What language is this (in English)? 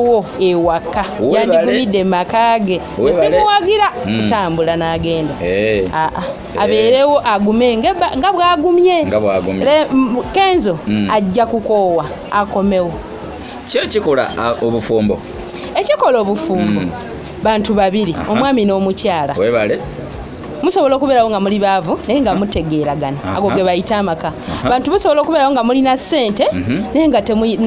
Ganda